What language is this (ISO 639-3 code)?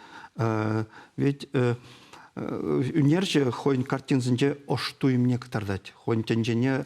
chv